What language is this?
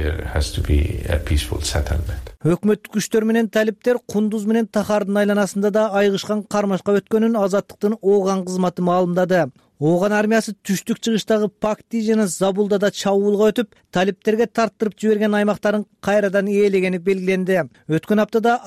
Kyrgyz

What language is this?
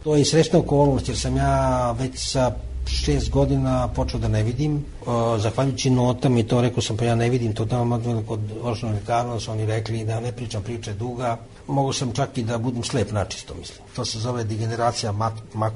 Serbian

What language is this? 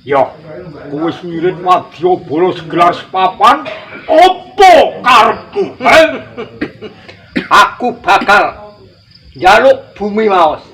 Javanese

